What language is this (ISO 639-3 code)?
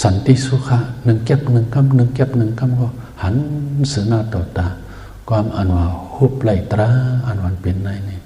shn